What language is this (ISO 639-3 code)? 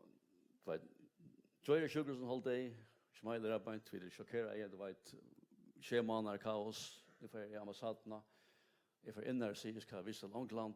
fao